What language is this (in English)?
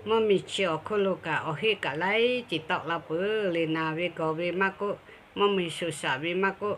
Lahu